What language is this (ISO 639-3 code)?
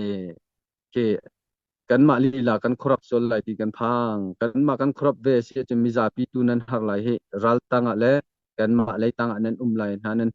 cnh